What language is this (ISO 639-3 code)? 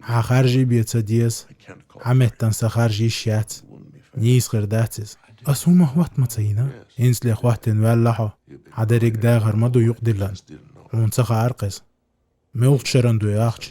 che